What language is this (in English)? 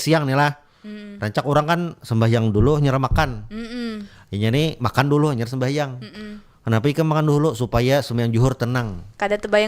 Banjar